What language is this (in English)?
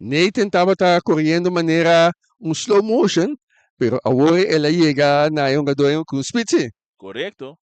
Papiamento